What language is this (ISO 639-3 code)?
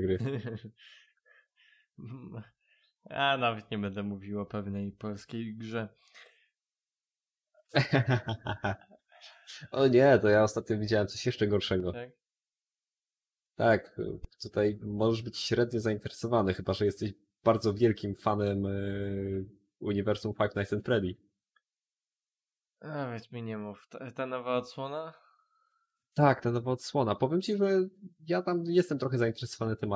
pol